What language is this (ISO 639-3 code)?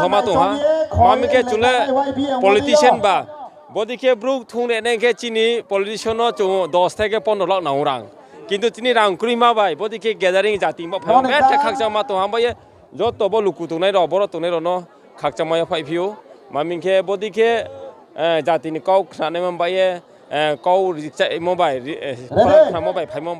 ria